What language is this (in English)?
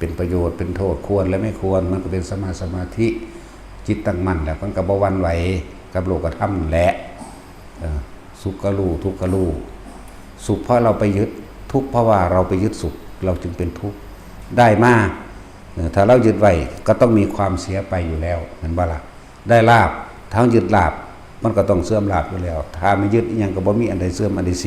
Northeastern Thai